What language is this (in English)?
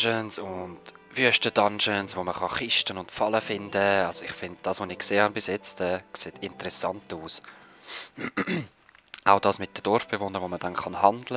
Swiss German